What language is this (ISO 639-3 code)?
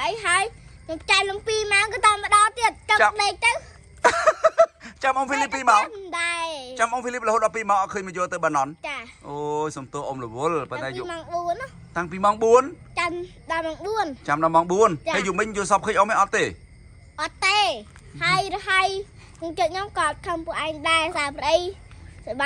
khm